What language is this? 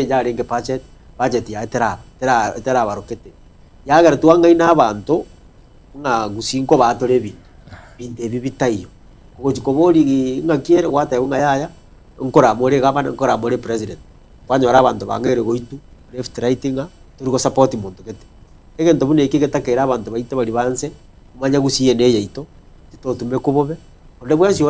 Gusii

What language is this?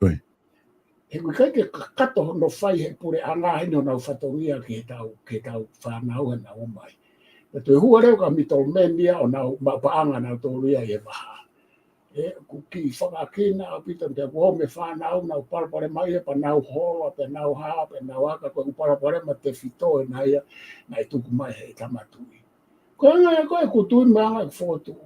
Tongan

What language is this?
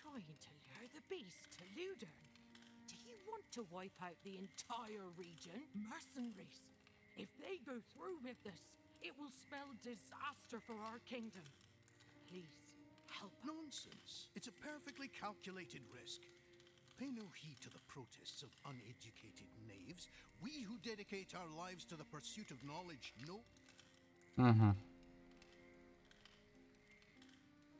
Ukrainian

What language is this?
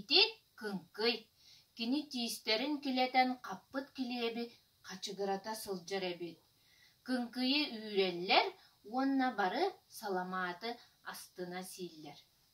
Yakut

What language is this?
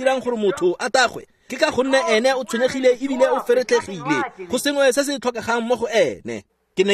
Tswana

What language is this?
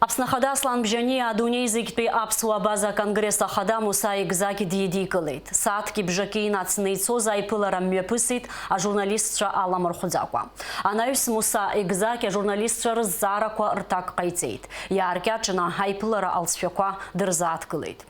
Abkhazian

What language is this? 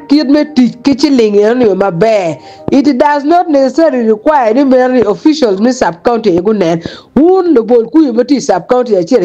Acoli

